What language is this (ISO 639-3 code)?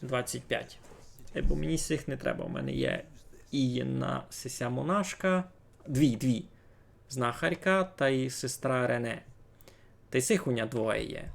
rue